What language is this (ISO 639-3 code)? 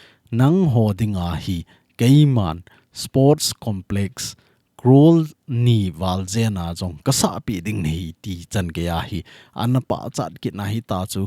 tcz